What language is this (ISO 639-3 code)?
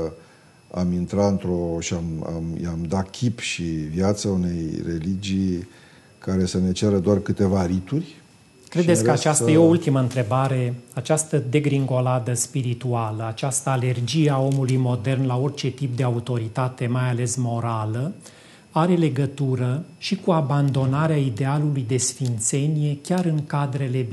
ron